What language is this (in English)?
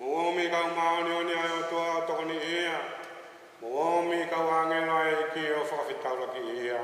Tongan